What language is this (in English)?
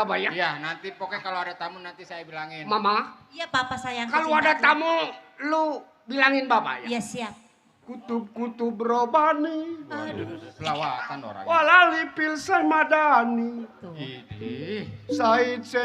Betawi